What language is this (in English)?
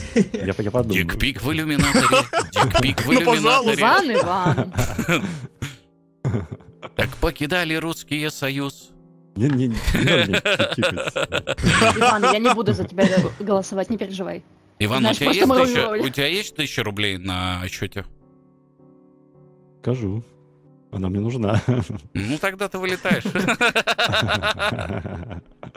Russian